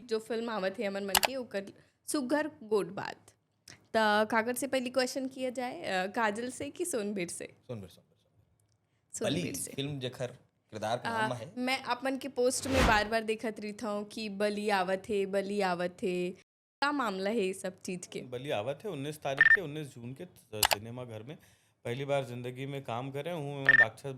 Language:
Chhattisgarhi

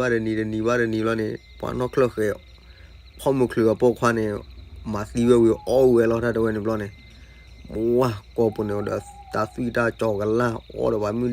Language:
S'gaw Karen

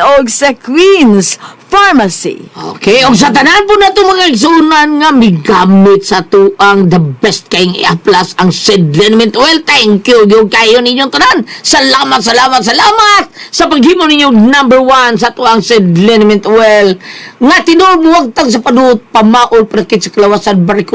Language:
Cebuano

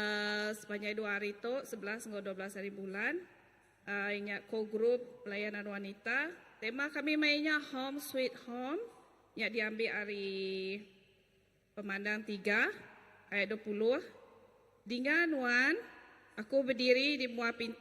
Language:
Iban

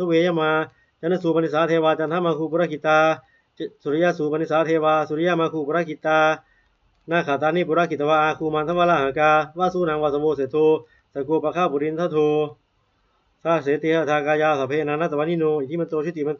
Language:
Pali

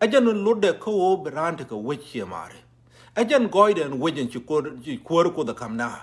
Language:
Nuer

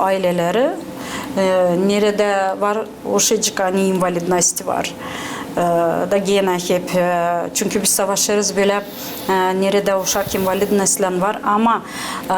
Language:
Gagauz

